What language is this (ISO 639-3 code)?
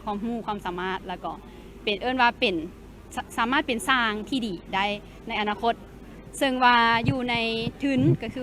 lao